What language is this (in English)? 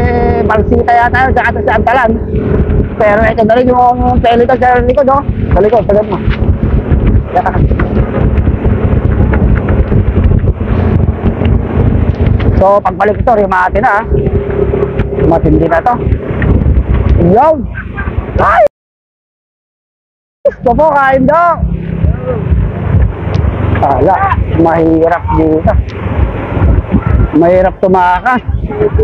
Filipino